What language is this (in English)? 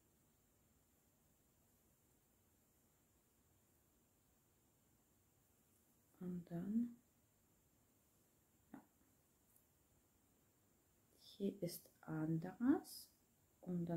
German